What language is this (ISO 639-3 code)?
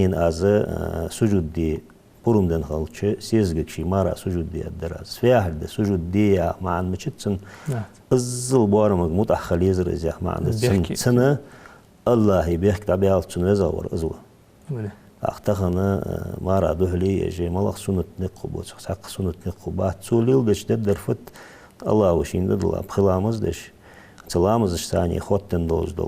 inh